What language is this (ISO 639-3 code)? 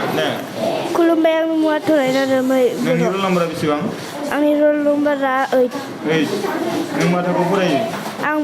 brx